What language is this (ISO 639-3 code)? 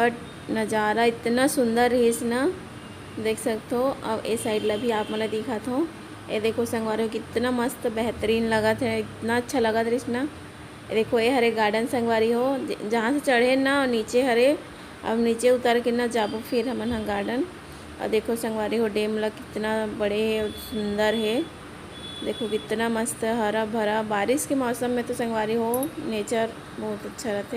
hne